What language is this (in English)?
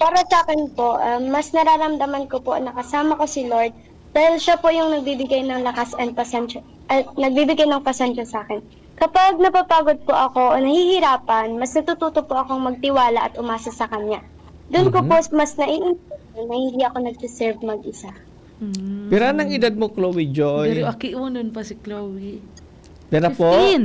Bikol